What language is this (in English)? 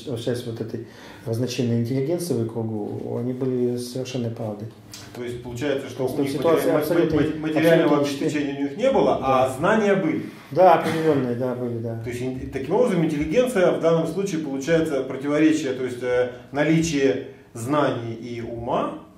Russian